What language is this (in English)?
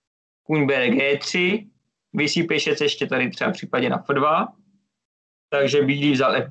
Czech